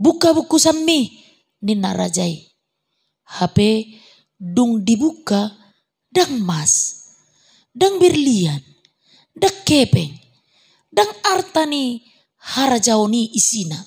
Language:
Batak Toba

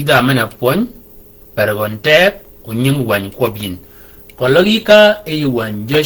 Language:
Shilluk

